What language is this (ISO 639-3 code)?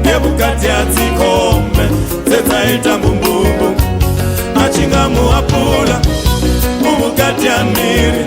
ven